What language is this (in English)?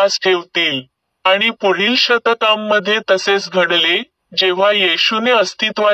Marathi